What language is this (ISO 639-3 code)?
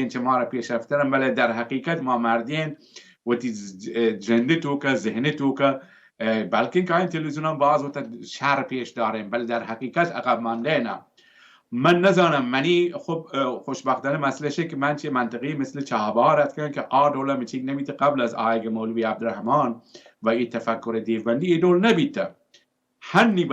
bal